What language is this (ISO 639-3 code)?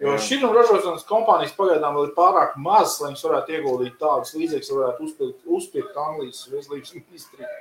lav